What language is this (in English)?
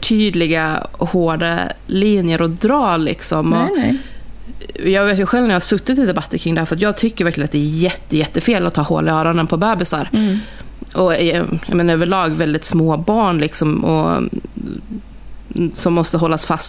Swedish